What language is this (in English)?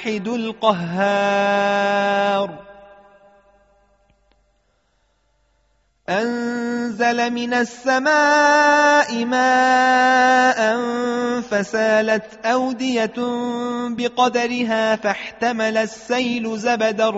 Arabic